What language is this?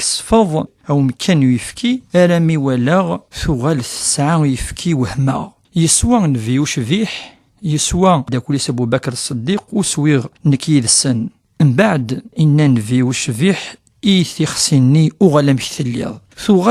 Kabyle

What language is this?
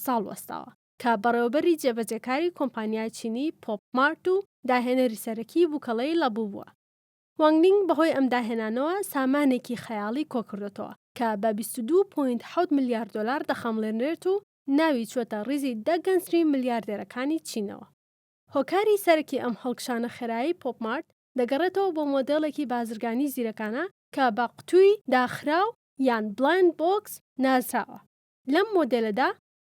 Central Kurdish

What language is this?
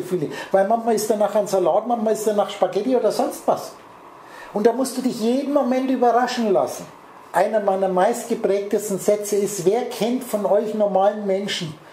German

